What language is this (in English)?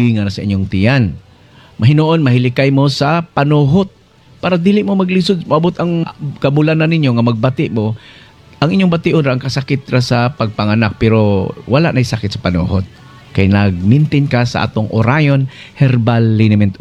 Cebuano